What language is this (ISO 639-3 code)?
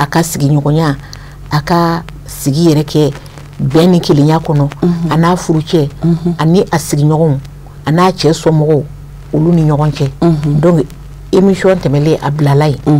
bam